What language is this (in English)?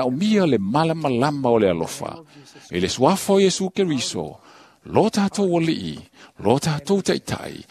Samoan